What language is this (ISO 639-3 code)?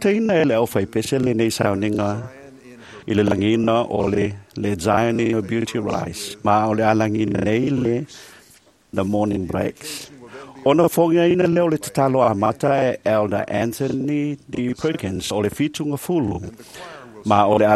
smo